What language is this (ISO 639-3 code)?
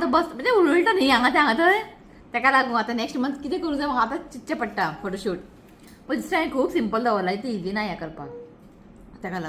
kok